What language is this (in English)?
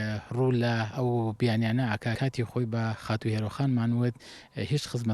Central Kurdish